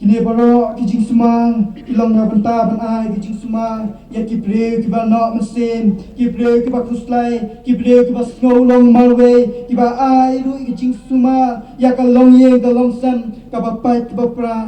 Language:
Khasi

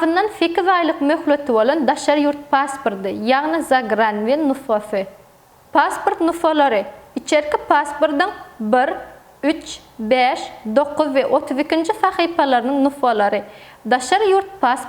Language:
Turkmen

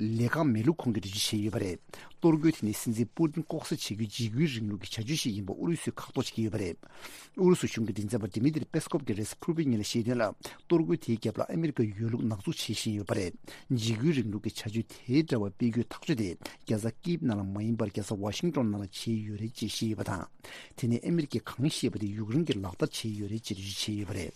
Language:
Tibetan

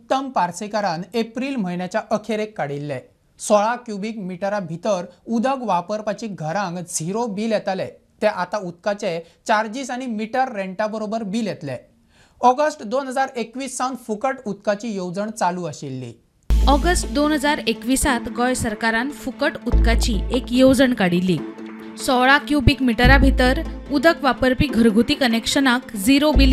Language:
Konkani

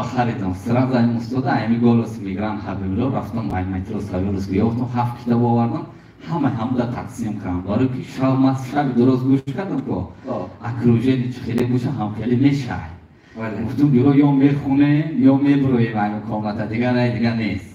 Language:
Tajik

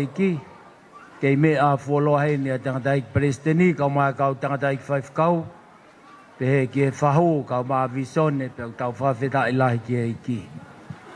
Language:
Tongan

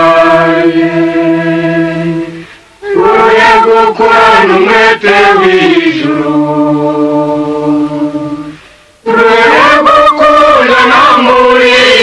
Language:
Kinyarwanda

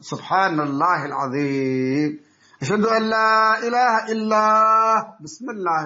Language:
Somali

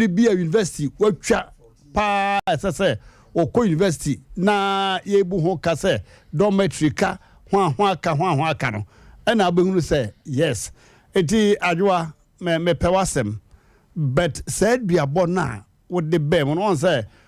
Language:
Akan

